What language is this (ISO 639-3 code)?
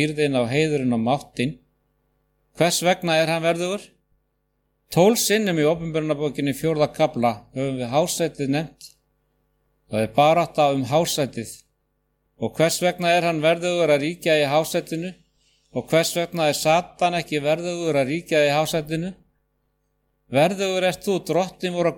isl